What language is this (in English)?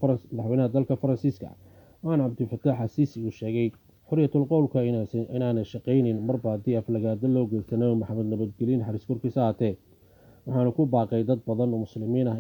Somali